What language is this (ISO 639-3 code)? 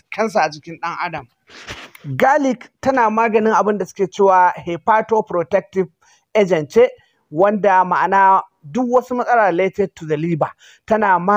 hau